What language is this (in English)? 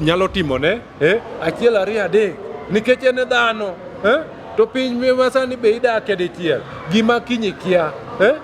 Luo (Kenya and Tanzania)